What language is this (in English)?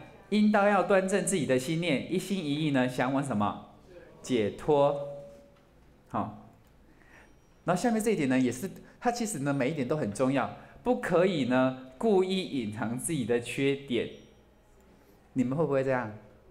Chinese